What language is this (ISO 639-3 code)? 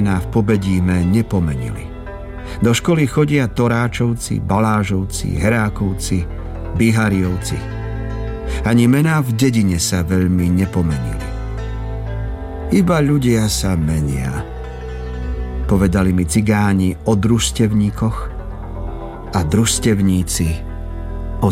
slk